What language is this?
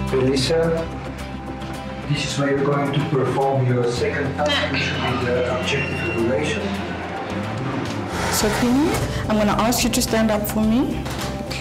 English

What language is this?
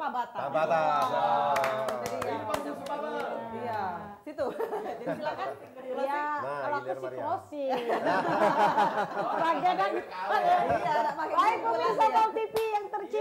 Musi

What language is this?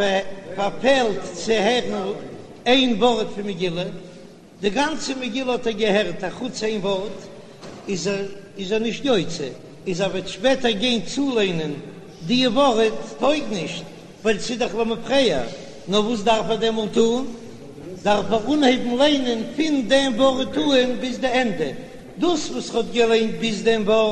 Yiddish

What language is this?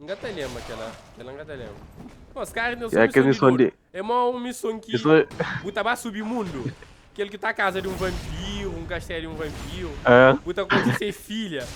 Kabuverdianu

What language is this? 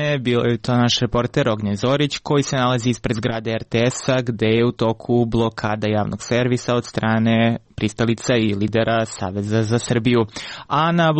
Serbian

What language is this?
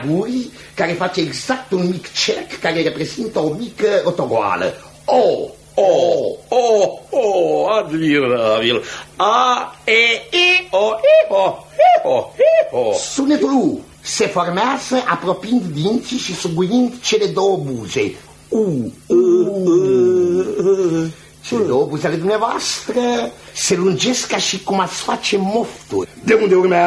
Romanian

